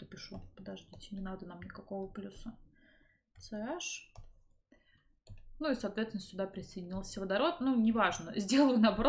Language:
Russian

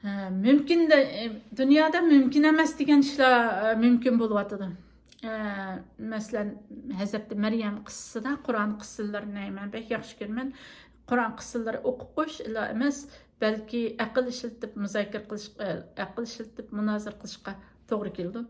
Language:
Uyghur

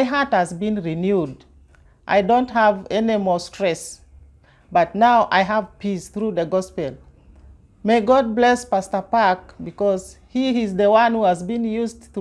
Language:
Korean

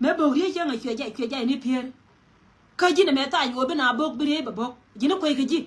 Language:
Nuer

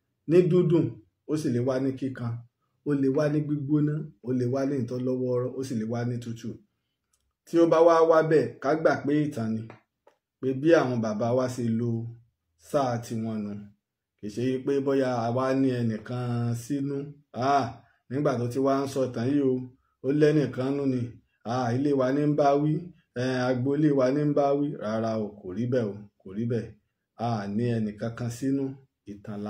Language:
Yoruba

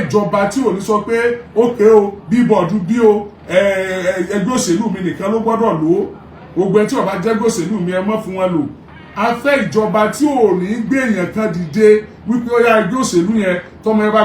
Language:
Yoruba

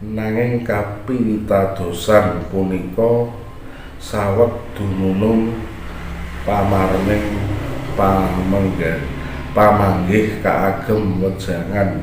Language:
Javanese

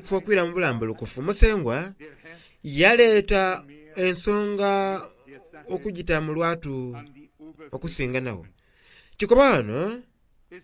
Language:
Soga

